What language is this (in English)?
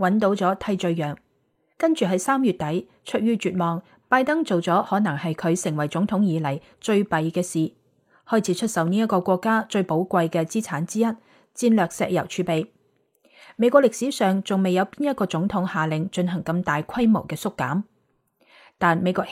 Cantonese